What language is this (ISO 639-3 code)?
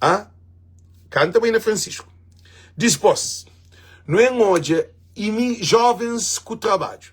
kea